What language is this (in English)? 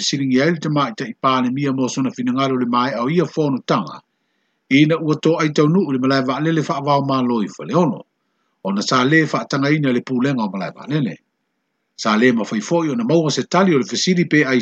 Samoan